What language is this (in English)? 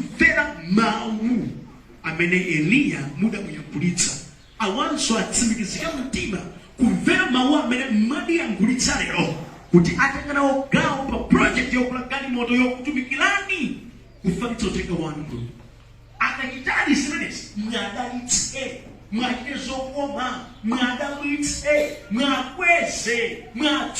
Nyanja